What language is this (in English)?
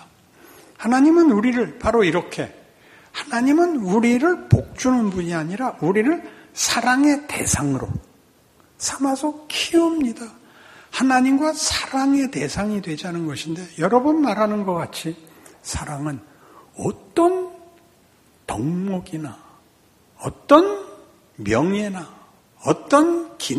Korean